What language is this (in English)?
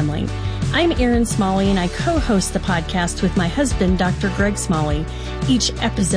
English